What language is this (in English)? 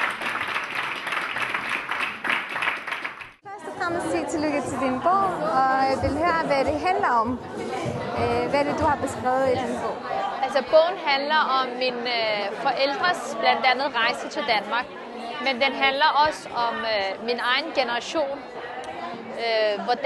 Danish